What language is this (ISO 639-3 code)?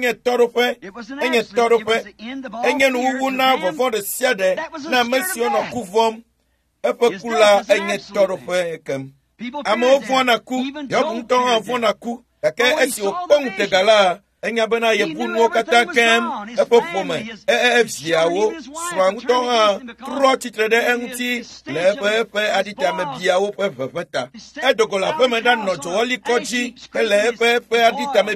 ewe